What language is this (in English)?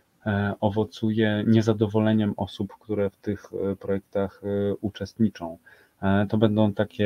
Polish